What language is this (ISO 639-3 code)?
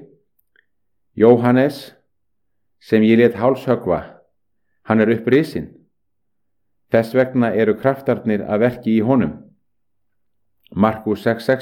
isl